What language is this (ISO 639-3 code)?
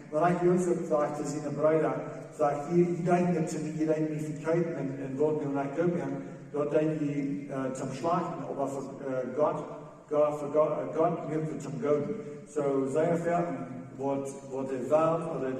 pdt